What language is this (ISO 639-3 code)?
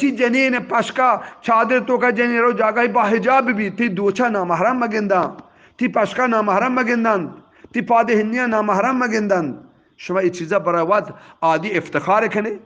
bgp